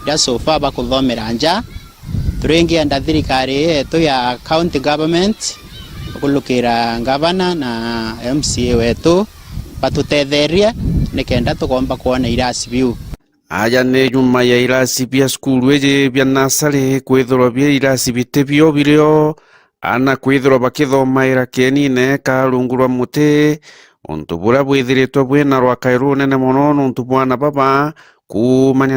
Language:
Meru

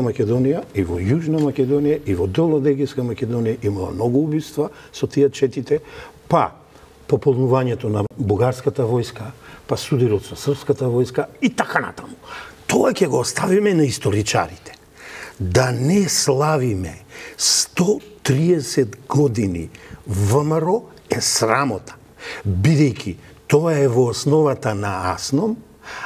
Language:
Macedonian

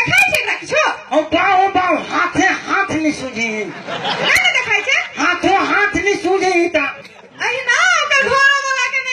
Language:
Maithili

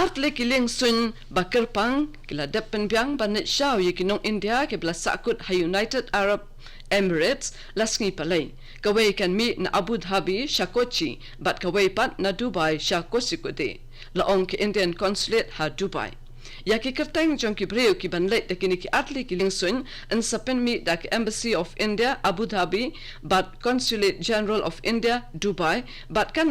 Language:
Khasi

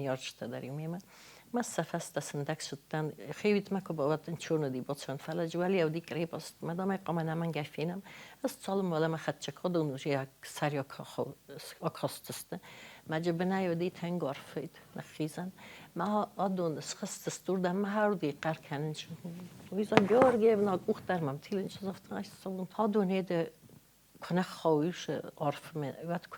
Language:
Ossetic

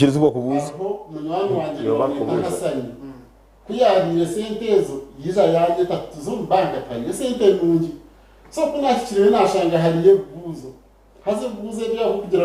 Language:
Nyankole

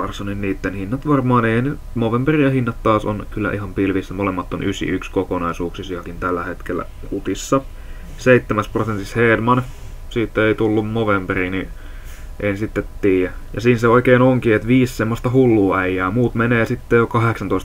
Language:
Finnish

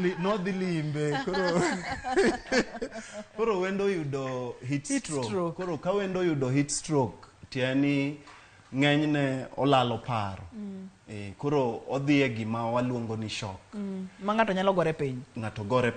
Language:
Luo (Kenya and Tanzania)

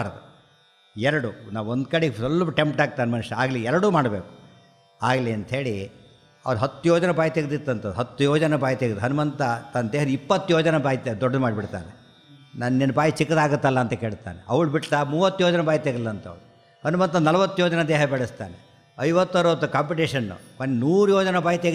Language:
Kannada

